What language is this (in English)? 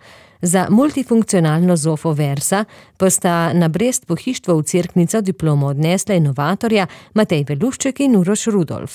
Slovenian